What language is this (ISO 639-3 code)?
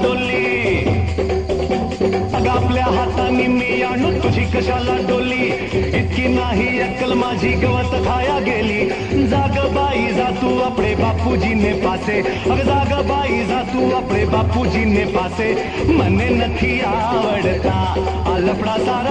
mar